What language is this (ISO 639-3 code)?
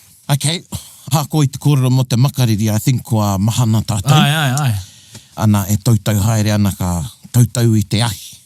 mri